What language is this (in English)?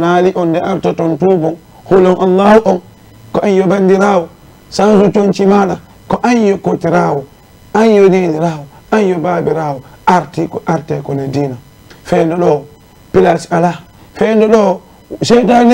Fula